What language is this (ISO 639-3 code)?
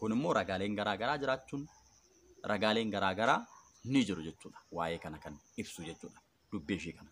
orm